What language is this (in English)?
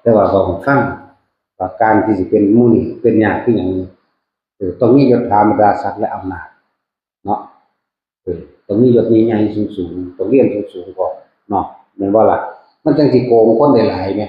Northeastern Thai